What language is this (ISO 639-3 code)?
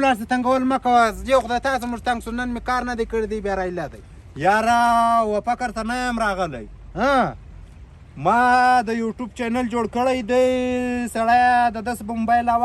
pus